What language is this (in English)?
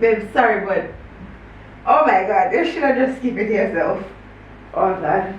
Jamaican Creole English